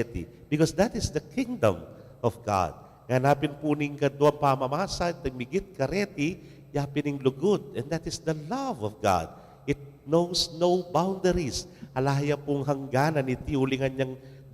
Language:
Pampanga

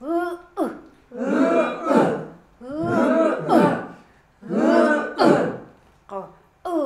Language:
Chukot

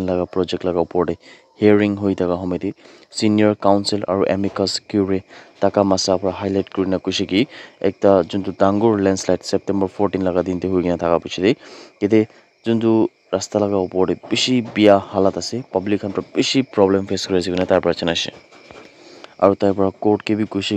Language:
Naga Pidgin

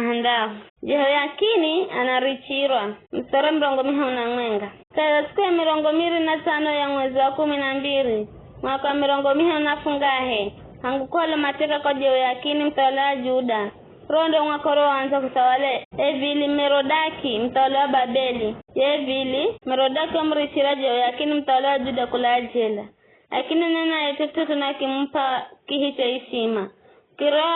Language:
Giryama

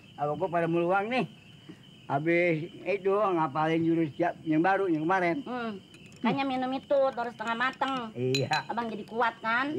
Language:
Betawi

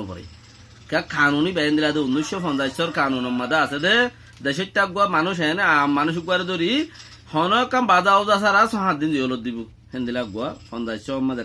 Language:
Rohingya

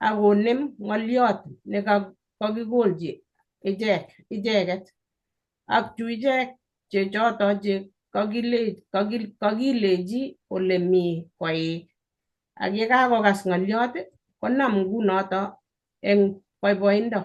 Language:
Kalenjin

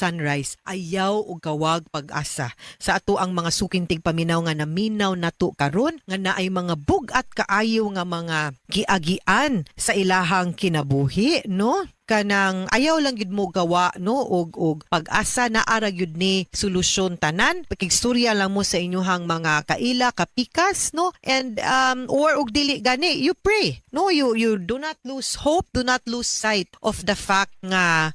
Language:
Cebuano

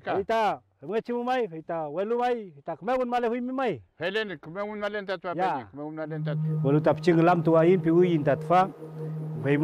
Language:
Mapuche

